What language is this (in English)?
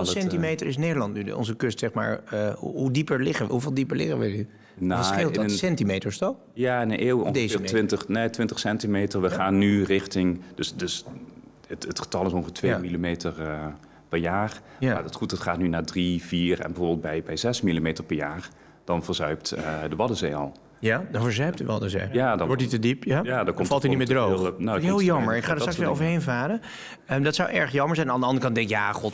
Dutch